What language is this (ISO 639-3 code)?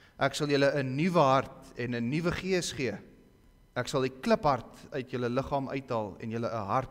afr